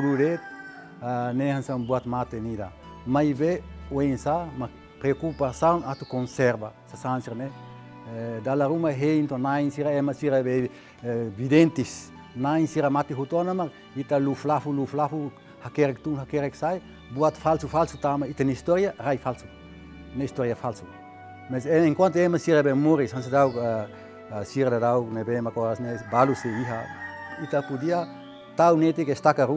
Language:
Tetum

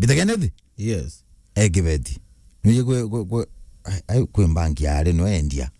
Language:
Meru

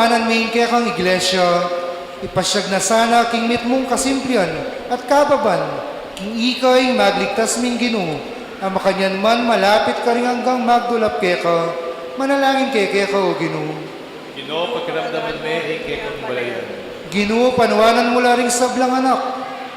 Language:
Pampanga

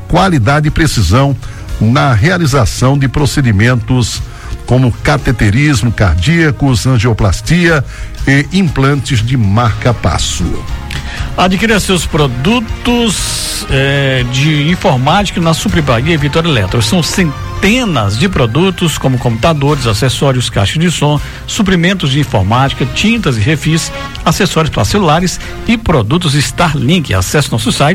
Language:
Portuguese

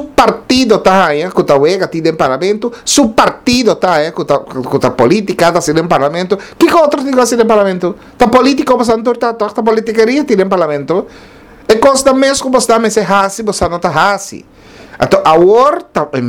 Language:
Papiamento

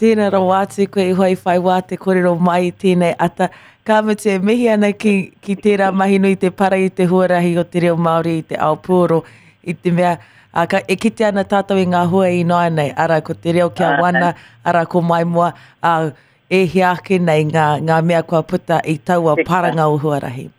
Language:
Māori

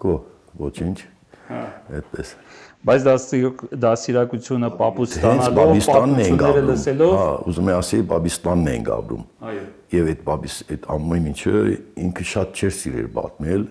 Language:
Armenian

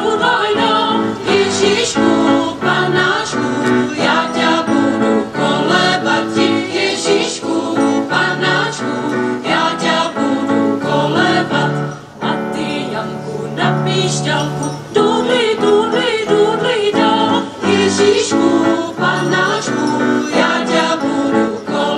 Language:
Czech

